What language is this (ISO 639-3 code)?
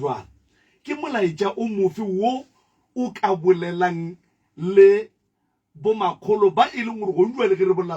nso